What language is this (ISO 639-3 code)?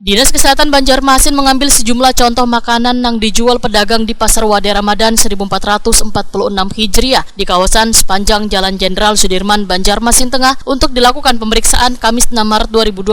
bjn